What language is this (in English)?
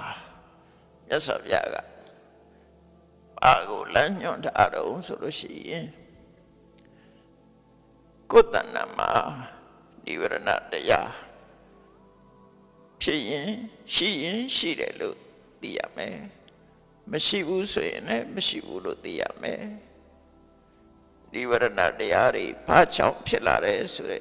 Burmese